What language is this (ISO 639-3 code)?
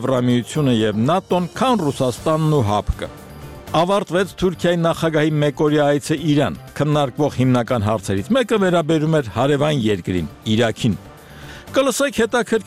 hye